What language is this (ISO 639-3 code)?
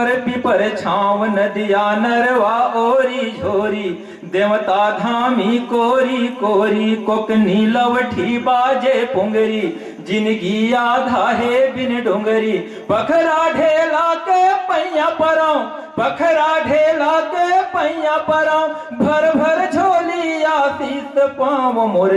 hne